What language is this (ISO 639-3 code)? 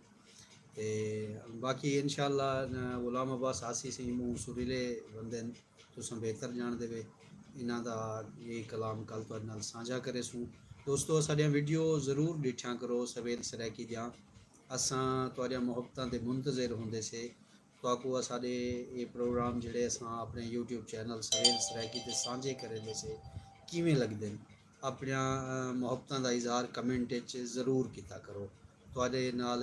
skr